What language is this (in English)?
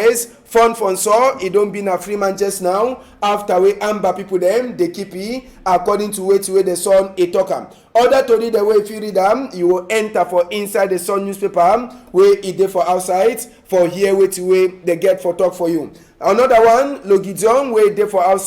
Cameroon Pidgin